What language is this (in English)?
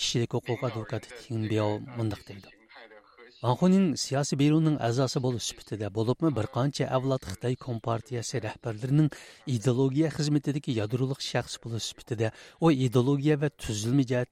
Uyghur